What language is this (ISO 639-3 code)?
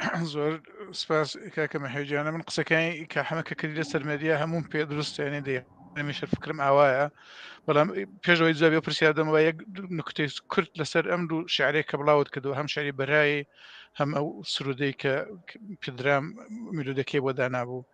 ckb